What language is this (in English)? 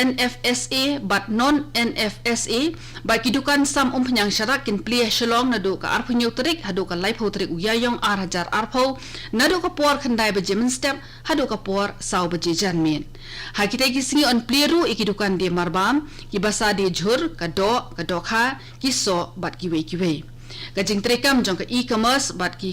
Khasi